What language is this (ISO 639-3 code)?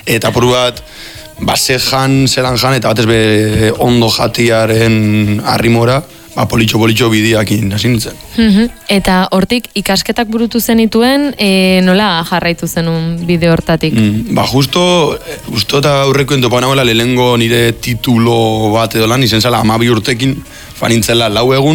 eus